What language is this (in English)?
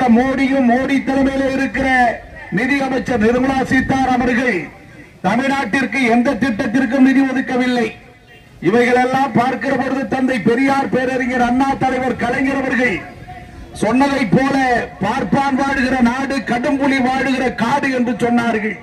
Tamil